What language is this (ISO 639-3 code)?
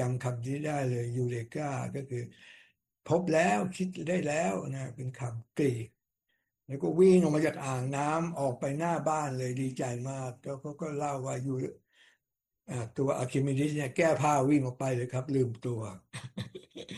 tha